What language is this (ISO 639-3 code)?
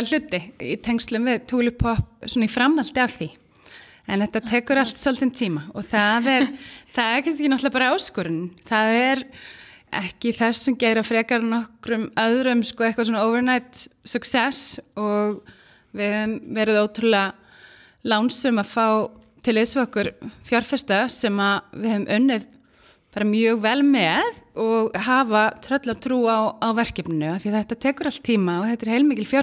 isl